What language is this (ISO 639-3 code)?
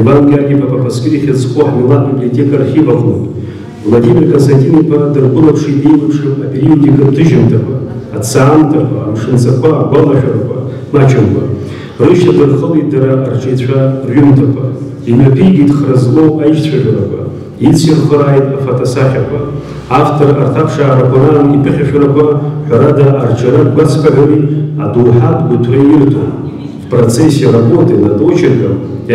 abk